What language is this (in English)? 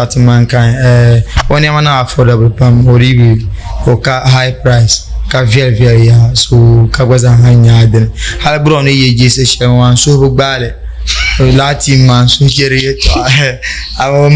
Dagbani